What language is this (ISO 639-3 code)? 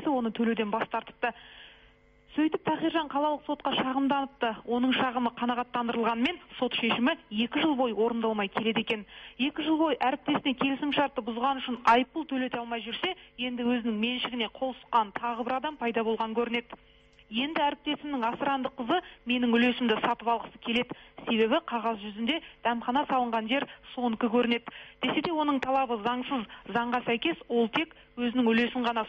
kaz